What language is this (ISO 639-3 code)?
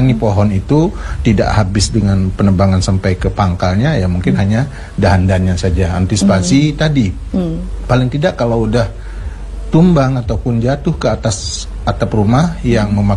ind